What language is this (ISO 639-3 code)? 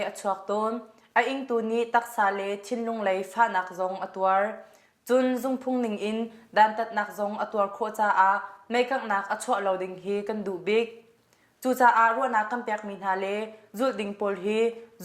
cnh